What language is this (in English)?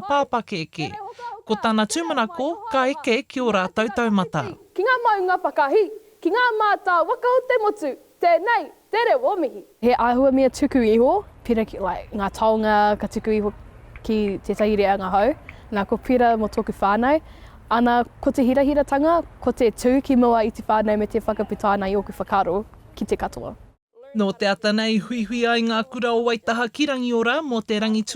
Māori